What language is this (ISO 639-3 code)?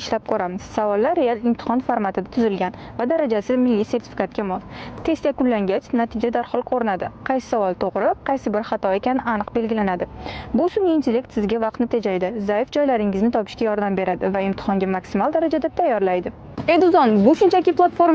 uzb